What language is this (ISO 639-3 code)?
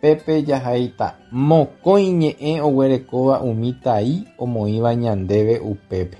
grn